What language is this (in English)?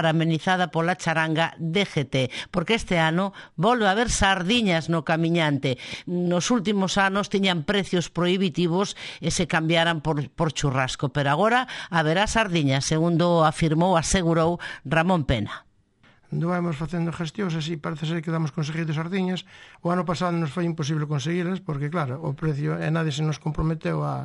Galician